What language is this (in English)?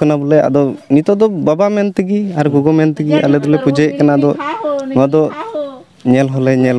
Santali